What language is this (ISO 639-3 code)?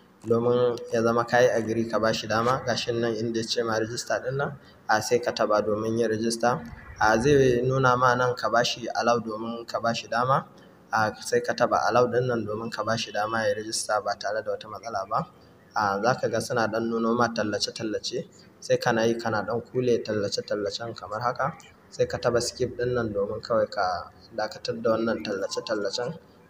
hau